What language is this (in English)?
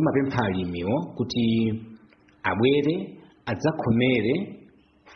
Nyanja